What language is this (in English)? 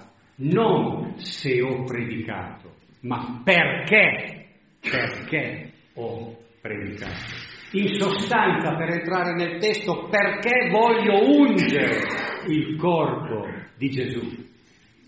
Italian